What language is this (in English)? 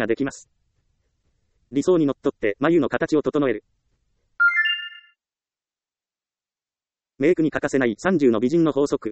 Japanese